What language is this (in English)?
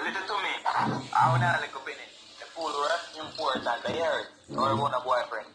Jamaican Creole English